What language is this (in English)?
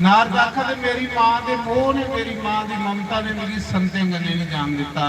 Dogri